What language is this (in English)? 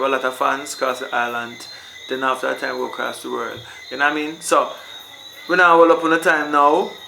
Jamaican Creole English